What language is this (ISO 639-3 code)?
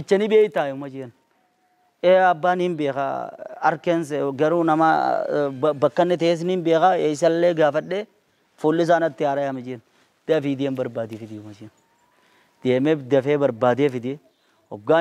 orm